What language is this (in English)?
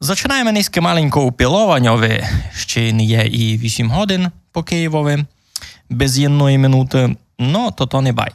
Rusyn